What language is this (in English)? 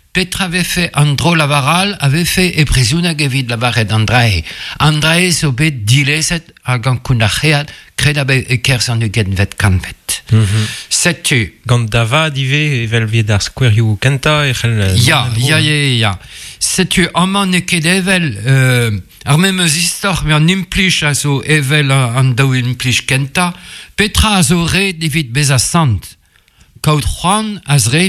Breton